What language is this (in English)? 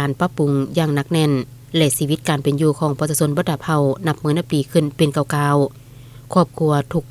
Lao